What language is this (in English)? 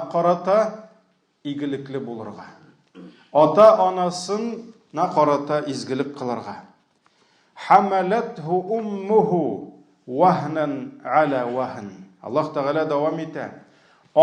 Tatar